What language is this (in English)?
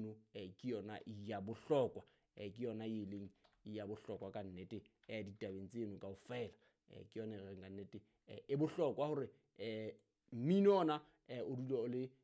Southern Sotho